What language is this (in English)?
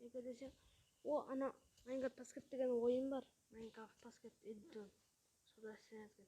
Kara-Kalpak